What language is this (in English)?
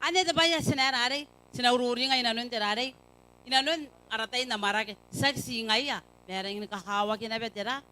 Gilbertese